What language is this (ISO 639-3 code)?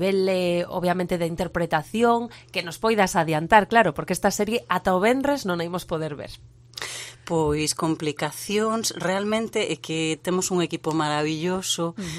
glg